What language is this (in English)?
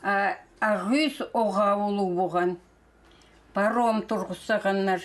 Khakas